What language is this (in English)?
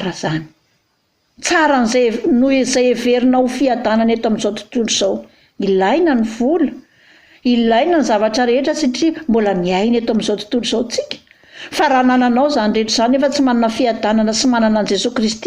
Malagasy